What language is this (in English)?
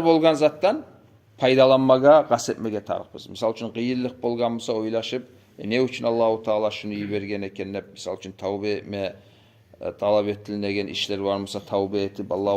Kumyk